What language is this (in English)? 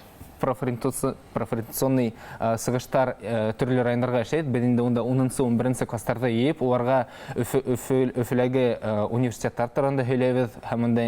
Bashkir